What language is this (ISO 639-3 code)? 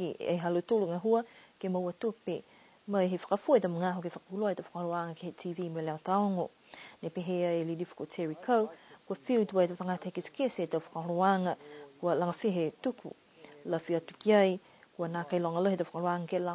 niu